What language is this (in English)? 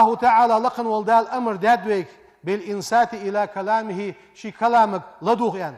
Ingush